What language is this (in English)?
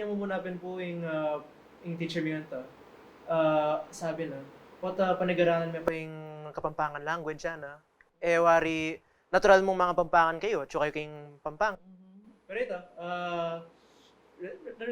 Pampanga